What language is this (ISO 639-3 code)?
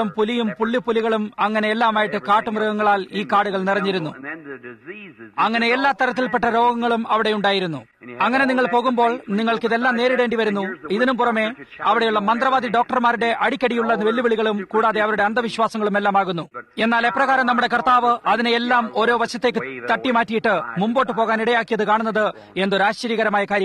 mal